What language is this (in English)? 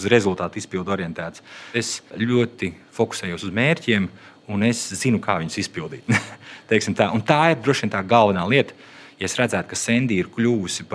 Latvian